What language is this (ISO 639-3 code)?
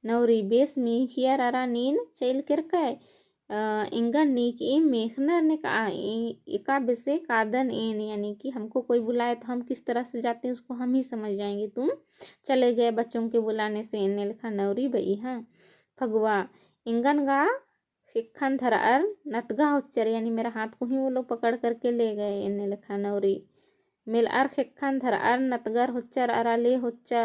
kru